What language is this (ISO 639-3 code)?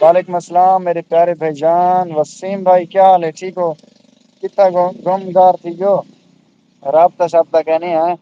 skr